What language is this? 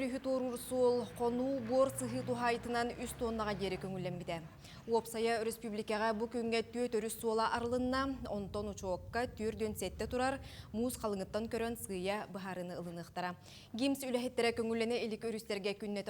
Yakut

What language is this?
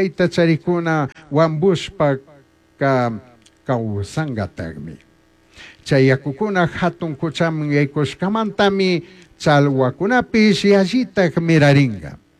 Chimborazo Highland Quichua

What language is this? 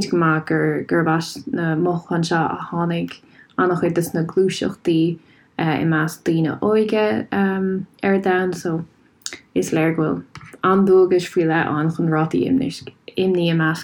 Irish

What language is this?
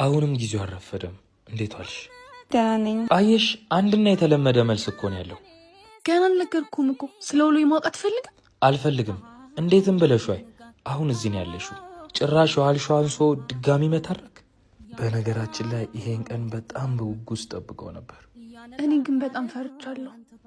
Amharic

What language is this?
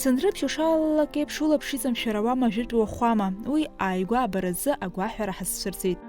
Abkhazian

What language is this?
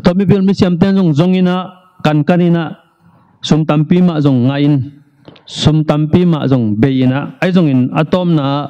Tedim Chin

